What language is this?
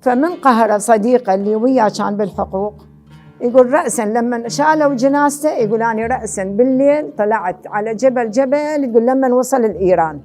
Mesopotamian Arabic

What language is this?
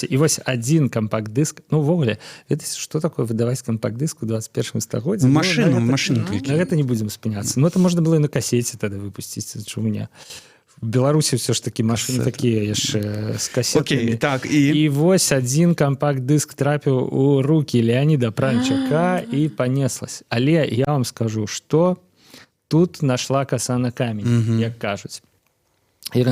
Belarusian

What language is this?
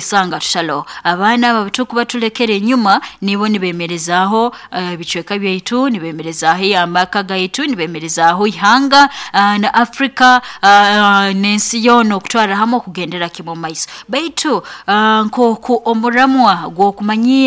Nyoro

